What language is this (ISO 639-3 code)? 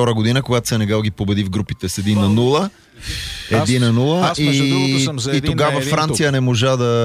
bul